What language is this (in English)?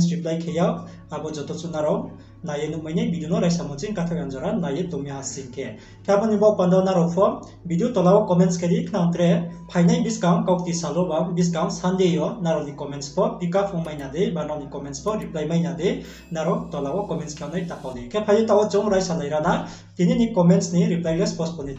Riang (India)